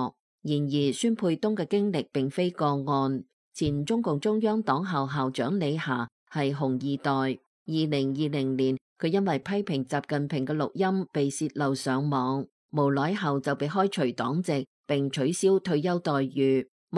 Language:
Cantonese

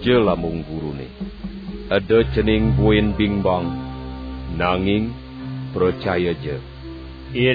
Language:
Balinese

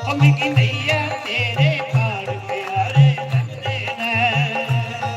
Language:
Dogri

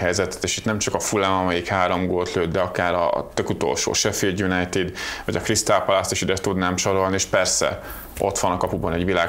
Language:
Hungarian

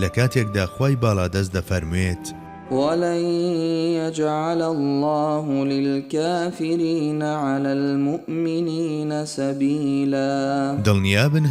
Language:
Central Kurdish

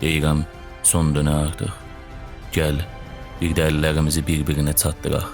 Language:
South Azerbaijani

